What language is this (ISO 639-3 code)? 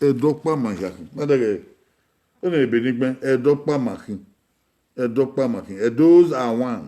bin